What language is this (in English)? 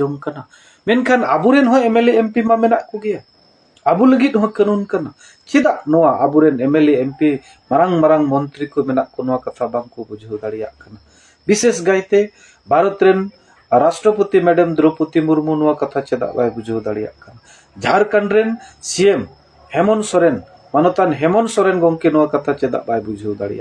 Santali